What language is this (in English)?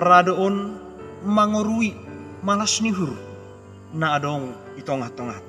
Batak Simalungun